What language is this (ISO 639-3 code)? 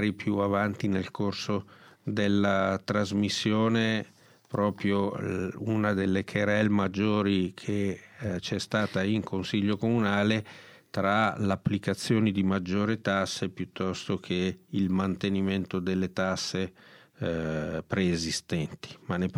ita